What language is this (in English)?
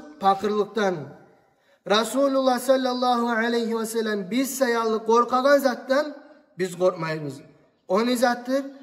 Kumyk